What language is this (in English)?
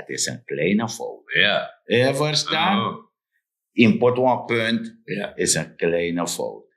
Sranan Tongo